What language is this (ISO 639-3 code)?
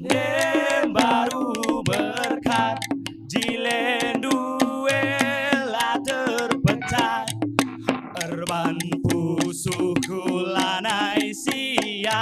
btx